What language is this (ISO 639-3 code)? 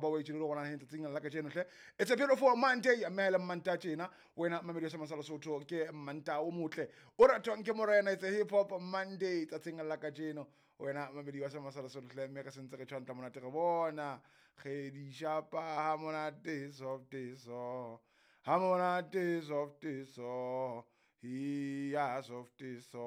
sot